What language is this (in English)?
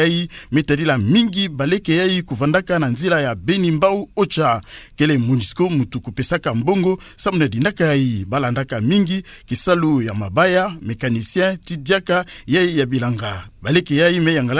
Kituba (Democratic Republic of Congo)